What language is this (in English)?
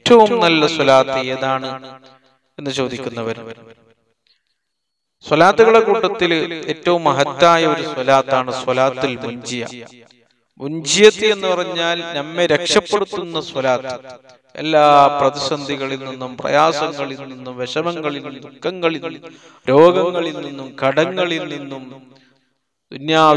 Malayalam